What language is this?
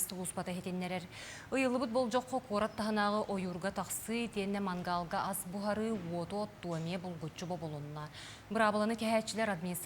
Yakut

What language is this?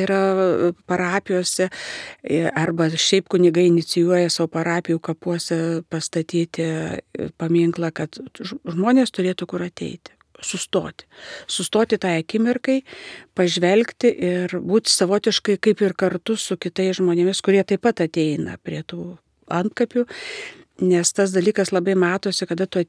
Lithuanian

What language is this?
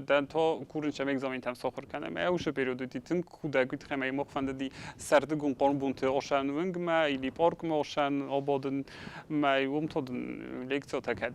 Ossetic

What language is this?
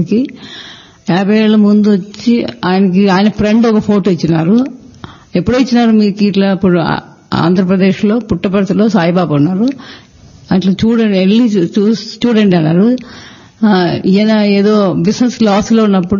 Telugu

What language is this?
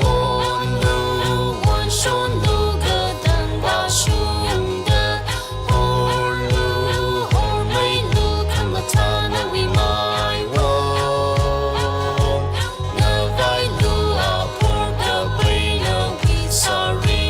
Tangkhul Naga (India)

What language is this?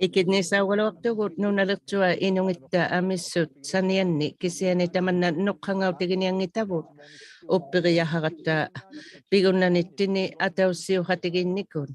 Inuktitut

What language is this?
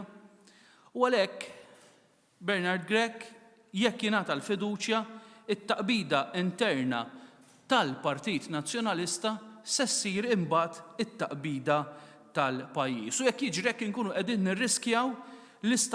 Maltese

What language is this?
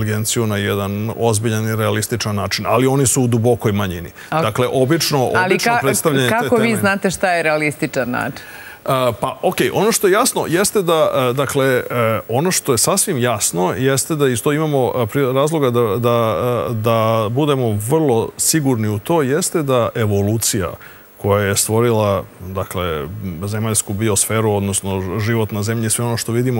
Serbian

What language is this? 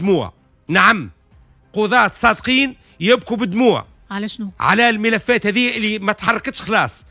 Tunisian Arabic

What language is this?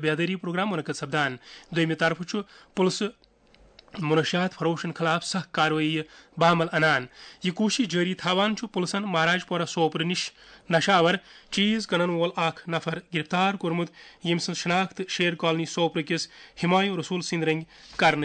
Kashmiri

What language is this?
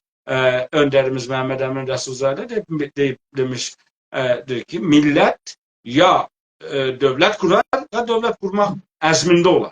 South Azerbaijani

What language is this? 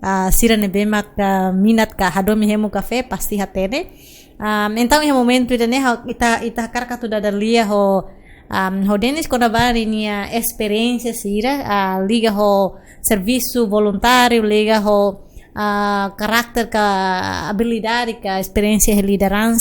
Tetum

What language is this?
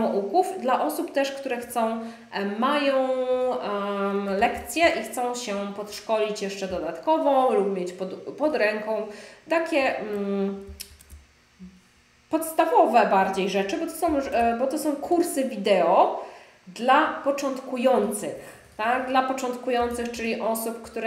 Polish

